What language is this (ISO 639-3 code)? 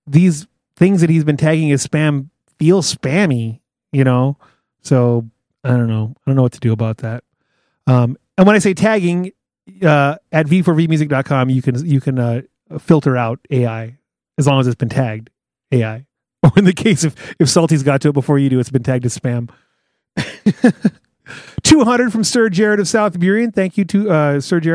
eng